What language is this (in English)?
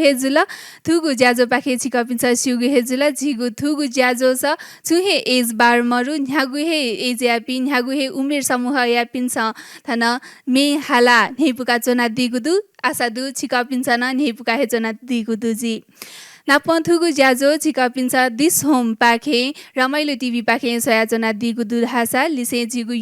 Newari